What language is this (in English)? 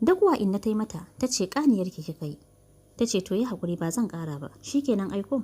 Hausa